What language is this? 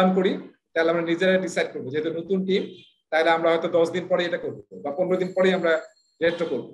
Bangla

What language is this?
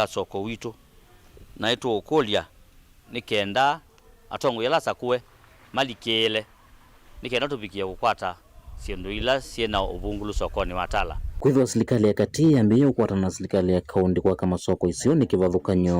Kamba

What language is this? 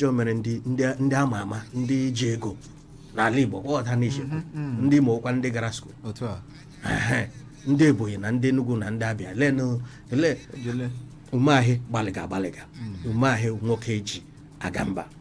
Igbo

